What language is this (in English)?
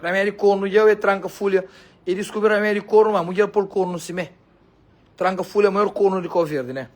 Kabuverdianu